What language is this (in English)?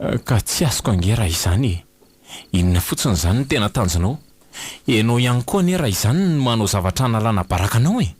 Malagasy